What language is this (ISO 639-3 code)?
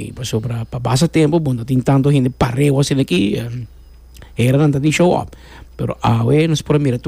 pap